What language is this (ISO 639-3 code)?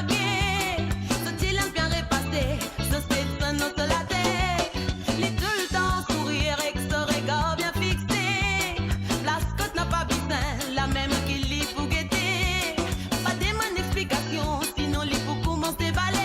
mfe